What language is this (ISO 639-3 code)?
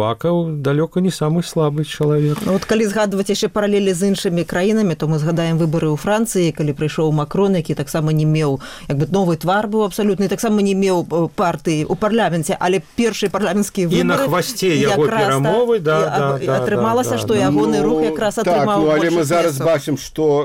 bel